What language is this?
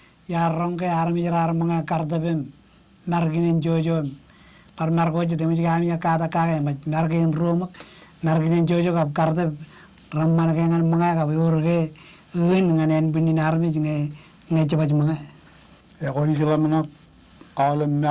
Marshallese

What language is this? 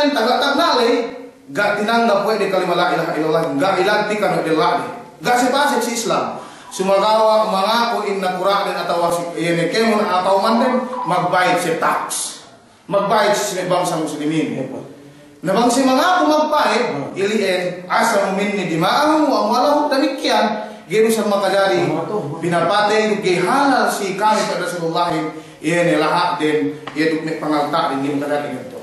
Yakan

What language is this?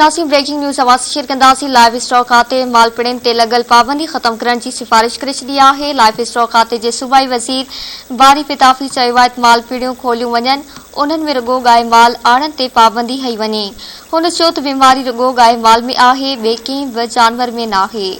Sindhi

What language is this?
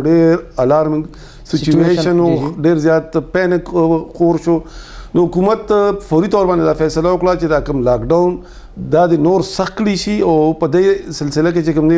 Pashto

